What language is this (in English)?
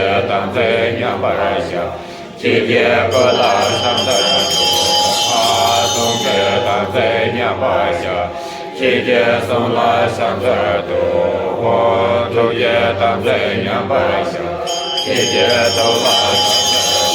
Tibetan